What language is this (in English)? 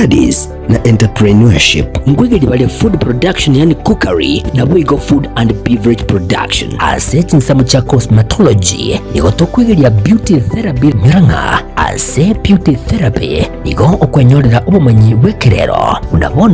Gusii